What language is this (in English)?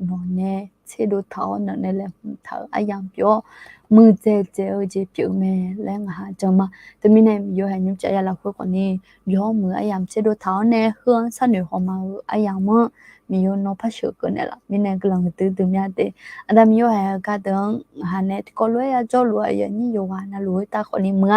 Akha